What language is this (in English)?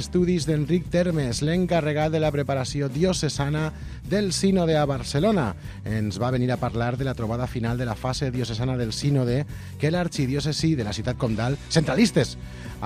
Catalan